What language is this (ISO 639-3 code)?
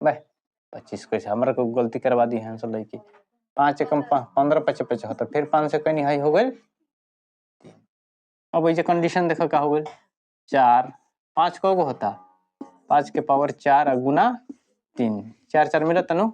bho